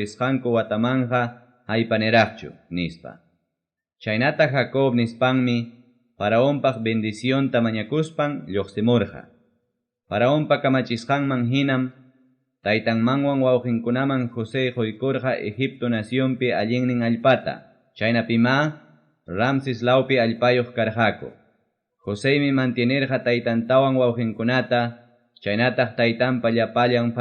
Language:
Ayacucho Quechua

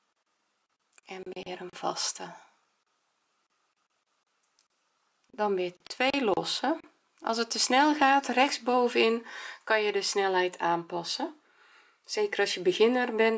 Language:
Dutch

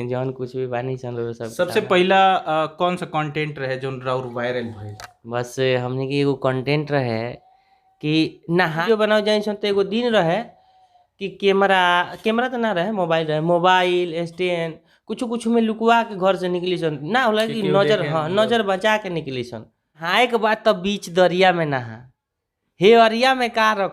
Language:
Bhojpuri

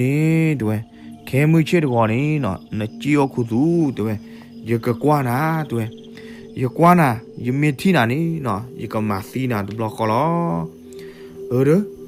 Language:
S'gaw Karen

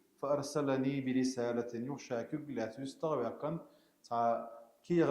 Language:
Chechen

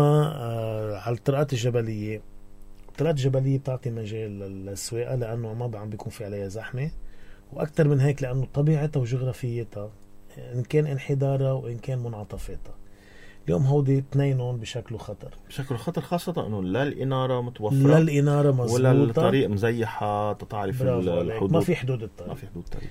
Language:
North Levantine Arabic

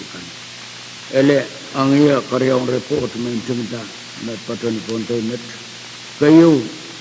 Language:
Pohnpeian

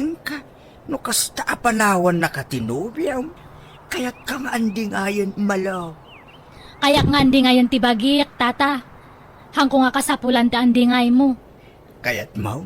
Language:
Iloko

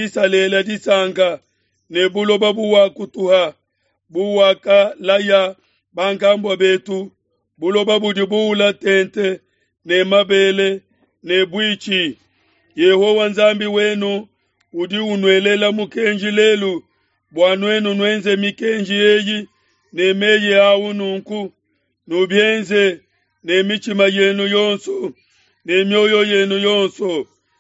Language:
Luba-Lulua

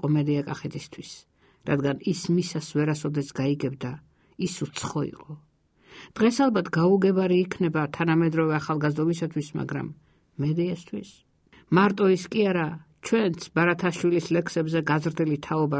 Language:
Georgian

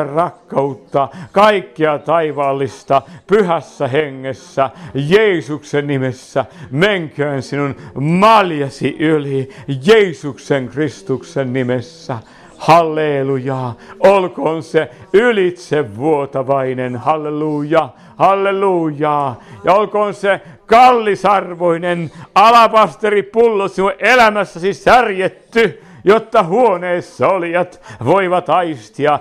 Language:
Finnish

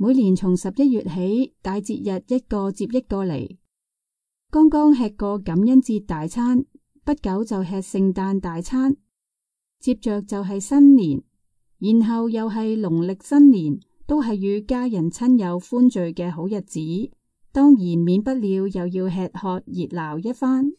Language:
Cantonese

